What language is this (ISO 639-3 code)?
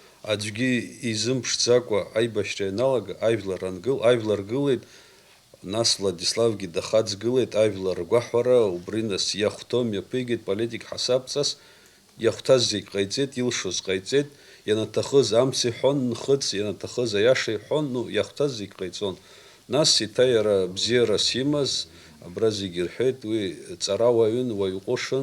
abk